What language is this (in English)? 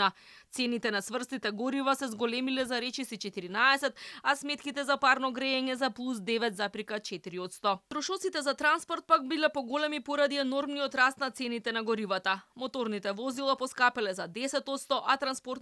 Macedonian